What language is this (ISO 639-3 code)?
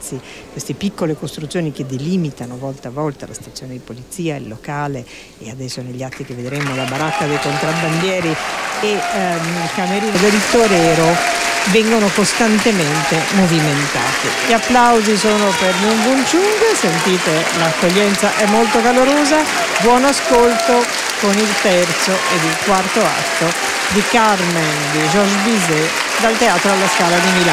ita